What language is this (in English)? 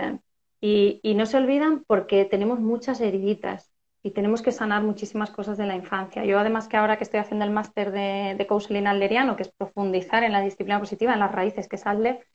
Spanish